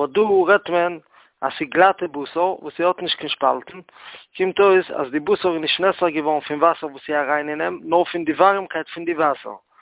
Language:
Yiddish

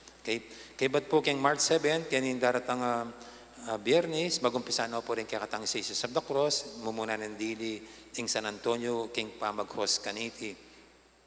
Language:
Pampanga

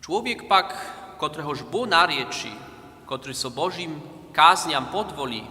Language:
Upper Sorbian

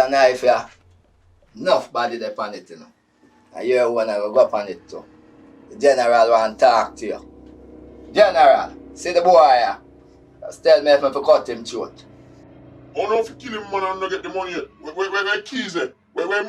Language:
Jamaican Creole English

